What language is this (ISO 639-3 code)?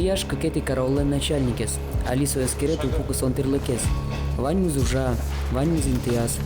udm